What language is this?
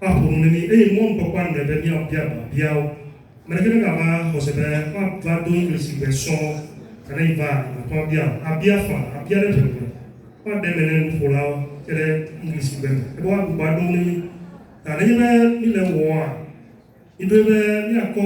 Ewe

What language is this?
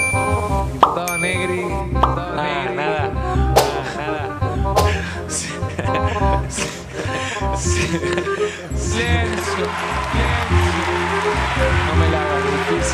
Spanish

